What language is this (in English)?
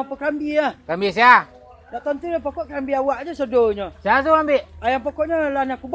Minangkabau